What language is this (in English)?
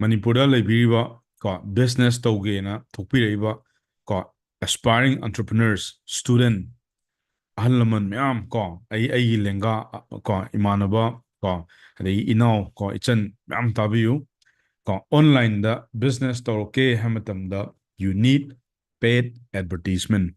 Manipuri